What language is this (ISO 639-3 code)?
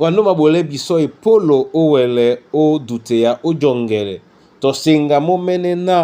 dua